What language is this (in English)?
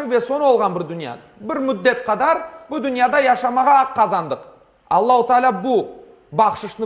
Crimean Tatar